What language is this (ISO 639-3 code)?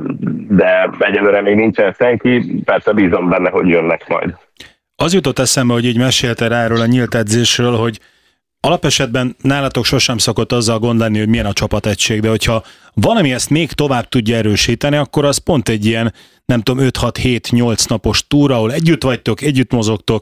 hun